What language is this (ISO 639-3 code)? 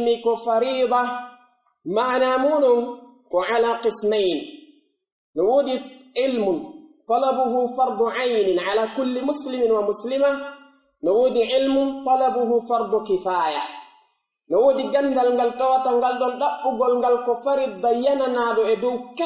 fuf